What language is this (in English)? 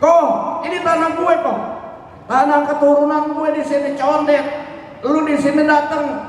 Betawi